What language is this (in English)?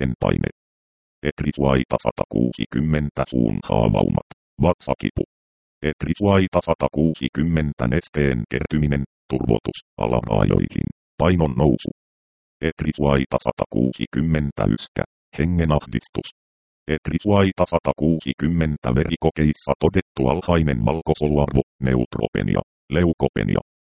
Finnish